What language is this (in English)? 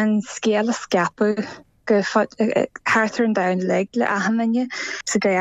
Irish